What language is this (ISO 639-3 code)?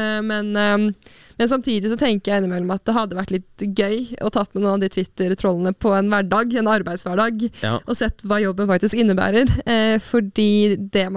nor